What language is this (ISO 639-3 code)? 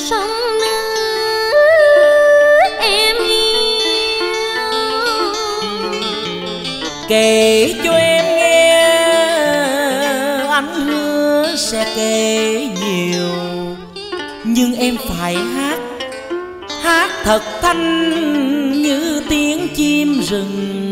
vie